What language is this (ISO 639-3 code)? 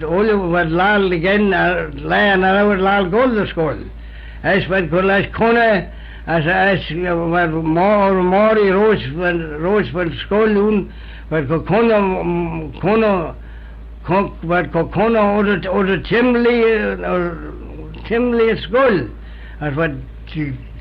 glv